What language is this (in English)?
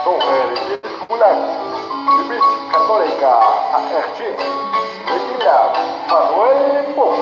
Kekchí